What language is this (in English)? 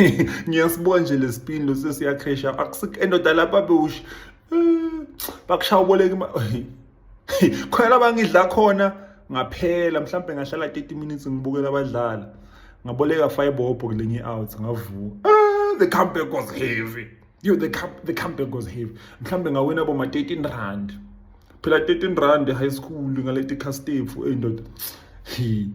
Zulu